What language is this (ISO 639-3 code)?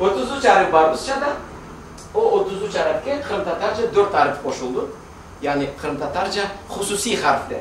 crh